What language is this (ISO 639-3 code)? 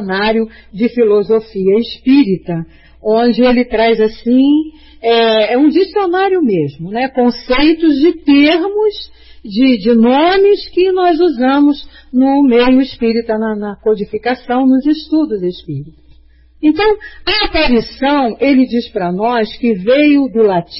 por